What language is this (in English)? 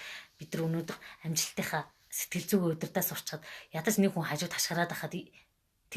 Mongolian